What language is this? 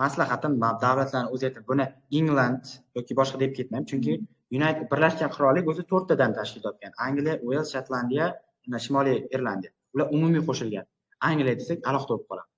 Uzbek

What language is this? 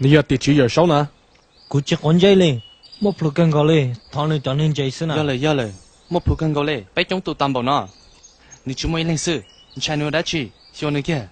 Hmong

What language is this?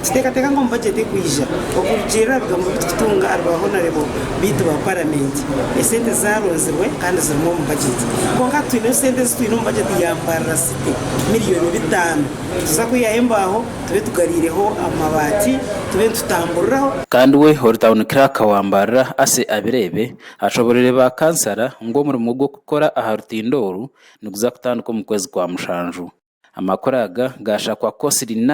Nyankole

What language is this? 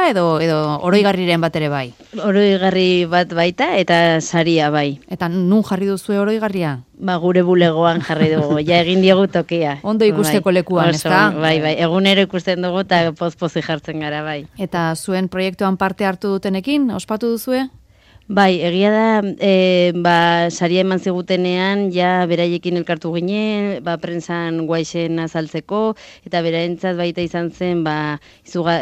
Basque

